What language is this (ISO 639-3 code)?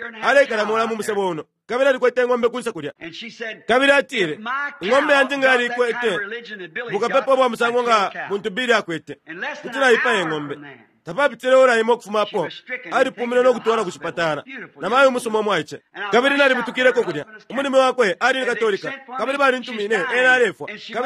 bem